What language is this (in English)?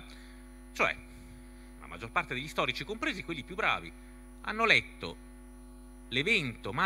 Italian